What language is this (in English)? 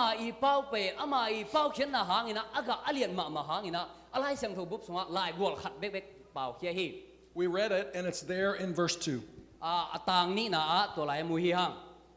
Tedim Chin